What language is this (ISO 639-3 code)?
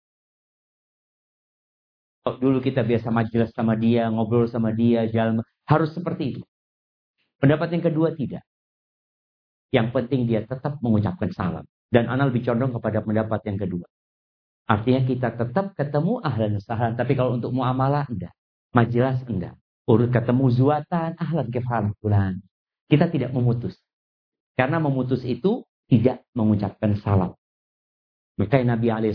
ind